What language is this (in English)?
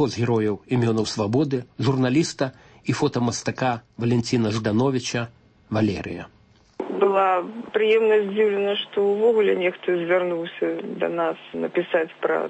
Belarusian